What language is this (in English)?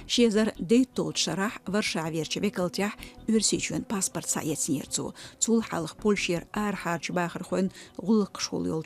Chechen